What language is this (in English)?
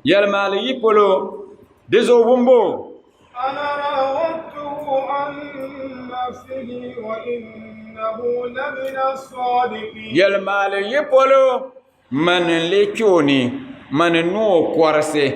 Dagbani